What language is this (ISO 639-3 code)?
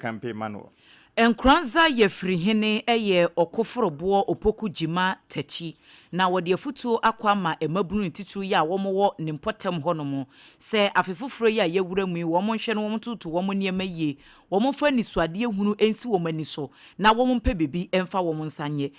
aka